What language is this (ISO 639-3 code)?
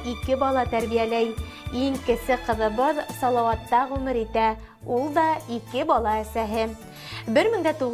bak